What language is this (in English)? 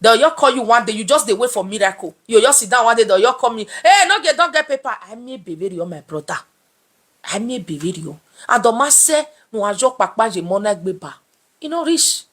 Nigerian Pidgin